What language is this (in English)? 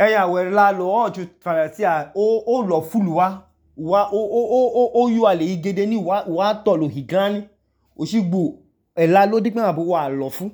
Idoma